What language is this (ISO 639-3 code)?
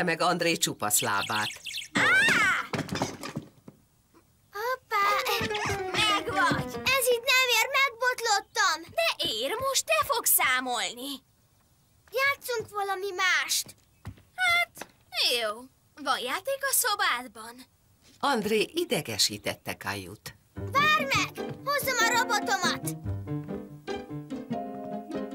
hun